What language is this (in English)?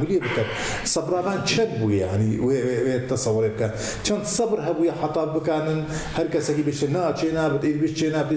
Kurdish